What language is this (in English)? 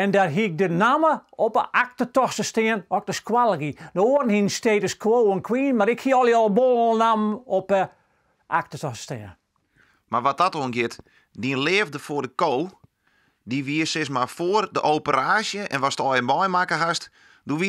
Western Frisian